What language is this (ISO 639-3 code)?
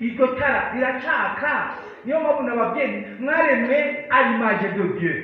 run